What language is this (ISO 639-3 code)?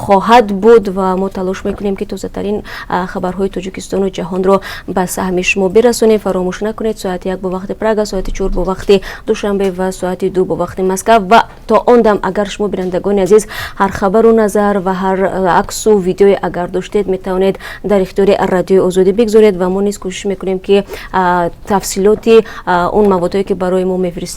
tgk